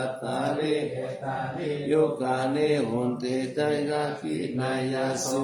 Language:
Pali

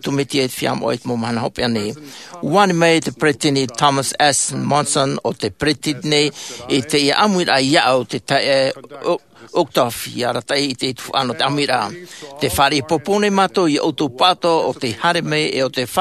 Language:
Tahitian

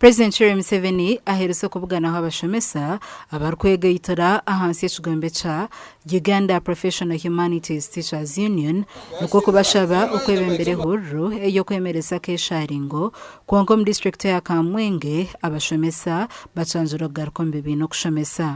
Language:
Nyankole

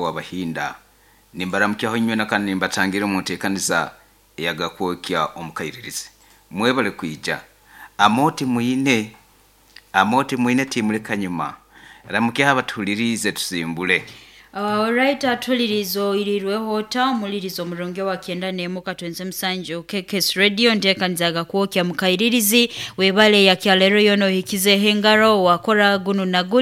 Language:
Nyoro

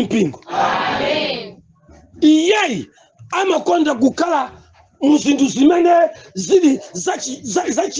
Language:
Nyanja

